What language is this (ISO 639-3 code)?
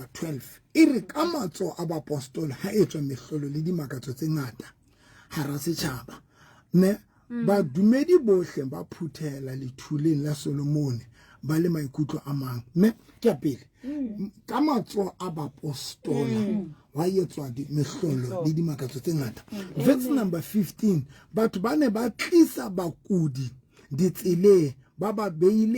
sot